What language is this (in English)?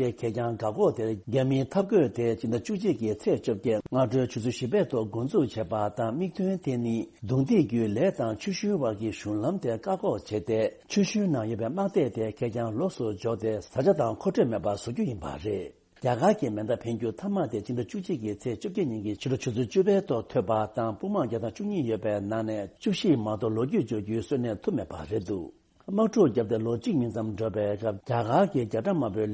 Tibetan